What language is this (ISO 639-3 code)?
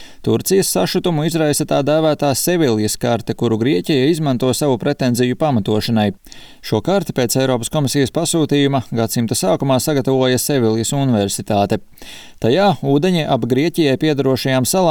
lav